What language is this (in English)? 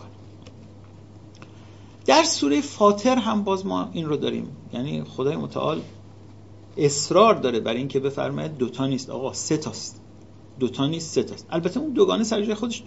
Persian